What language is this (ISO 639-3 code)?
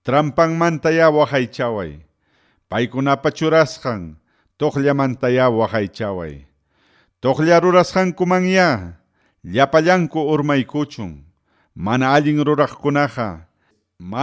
quy